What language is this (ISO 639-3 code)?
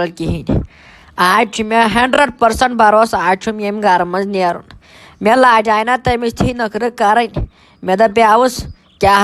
kas